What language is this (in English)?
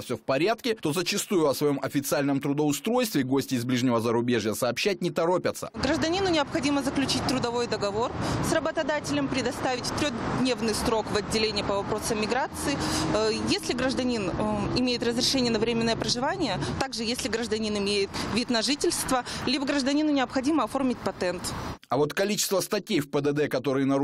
Russian